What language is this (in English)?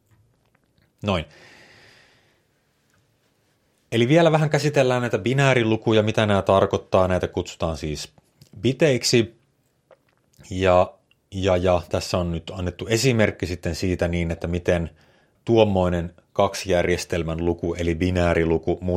Finnish